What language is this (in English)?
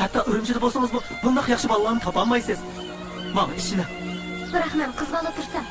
Uyghur